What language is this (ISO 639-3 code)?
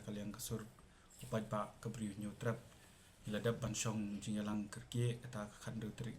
kha